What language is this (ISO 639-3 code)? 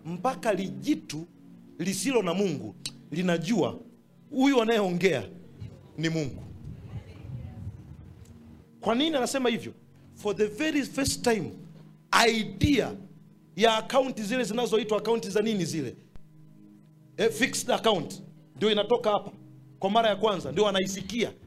swa